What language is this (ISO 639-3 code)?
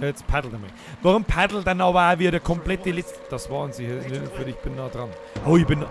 bar